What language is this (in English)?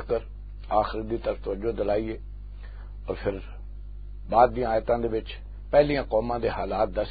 Western Panjabi